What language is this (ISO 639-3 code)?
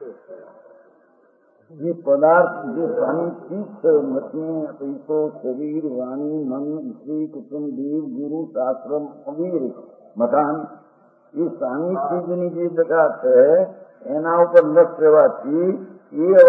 guj